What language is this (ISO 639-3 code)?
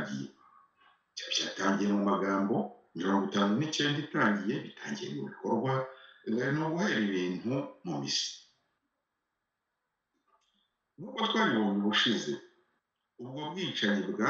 kin